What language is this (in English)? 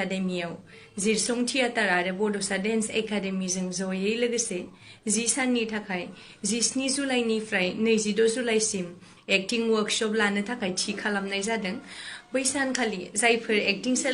Bodo